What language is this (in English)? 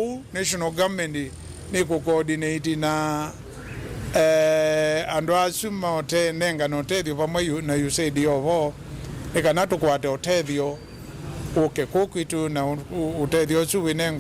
Kamba